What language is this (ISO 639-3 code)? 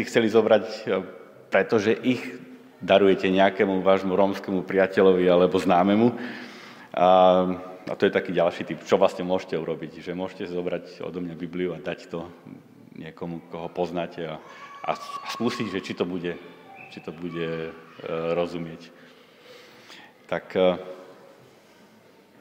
slk